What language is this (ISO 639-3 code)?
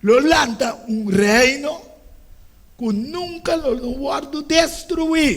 pap